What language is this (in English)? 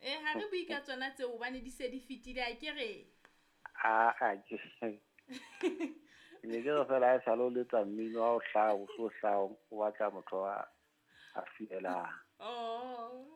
Southern Sotho